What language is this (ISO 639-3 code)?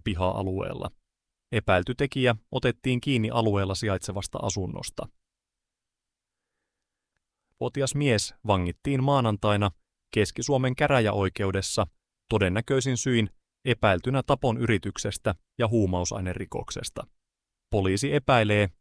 fin